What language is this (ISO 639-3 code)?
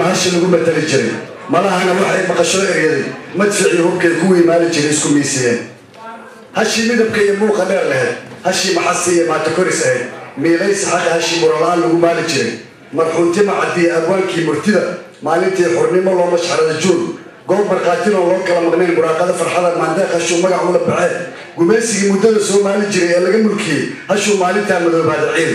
som